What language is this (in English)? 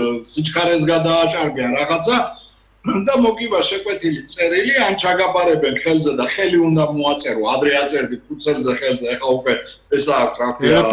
Georgian